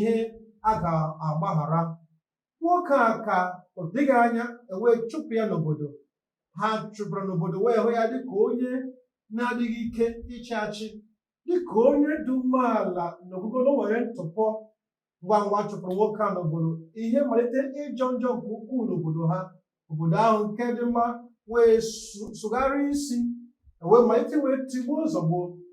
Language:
Igbo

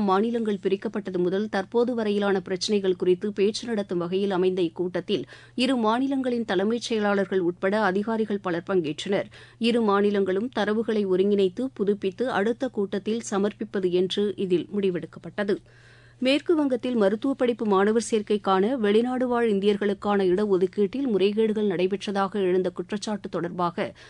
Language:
Tamil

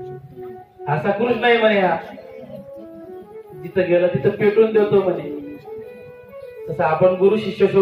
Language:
Marathi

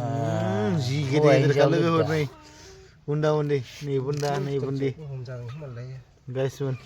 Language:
Bodo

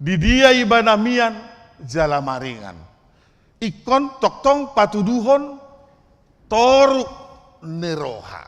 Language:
Batak Toba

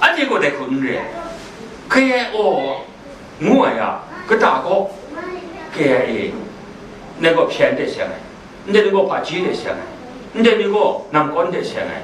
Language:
Kachin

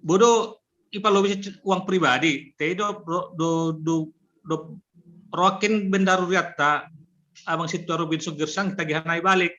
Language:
Batak Simalungun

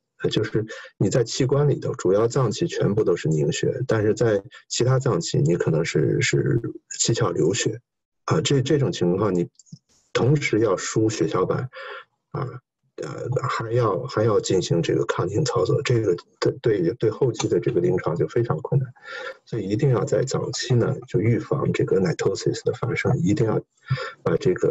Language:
Chinese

